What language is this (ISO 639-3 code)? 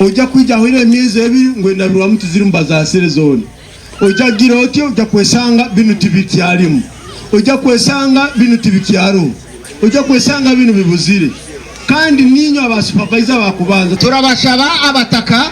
nyn